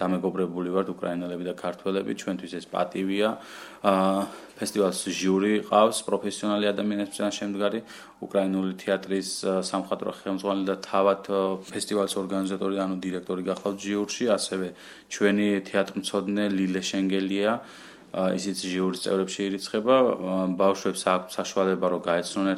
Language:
Georgian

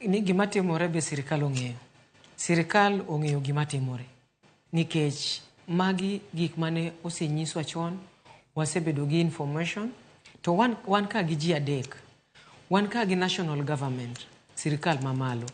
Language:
Luo (Kenya and Tanzania)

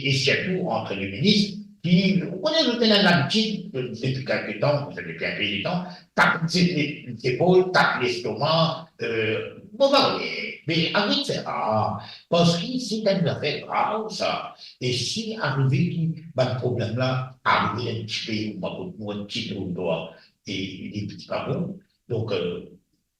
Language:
Morisyen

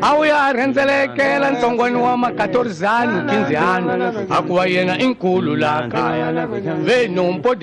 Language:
Tsonga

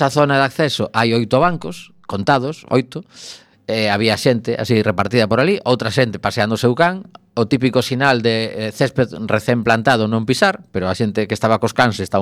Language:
Galician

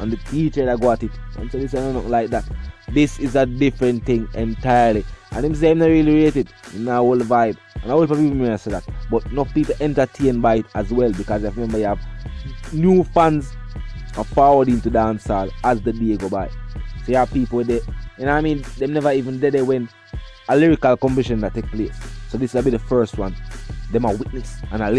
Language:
Jamaican Creole English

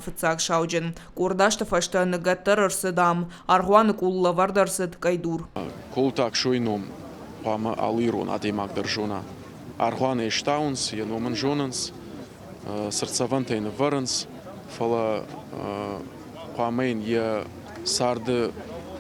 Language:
Ossetic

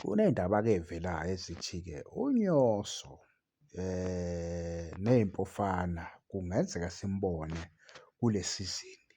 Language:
Zulu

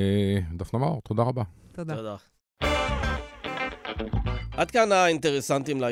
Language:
Hebrew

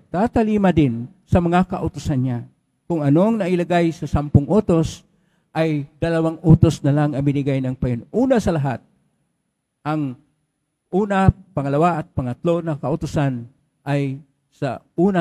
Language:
Filipino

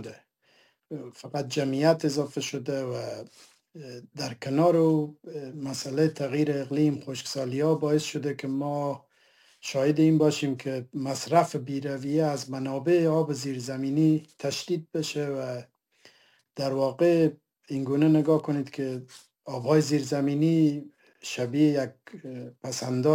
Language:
Persian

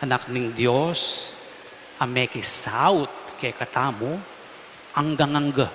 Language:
Pampanga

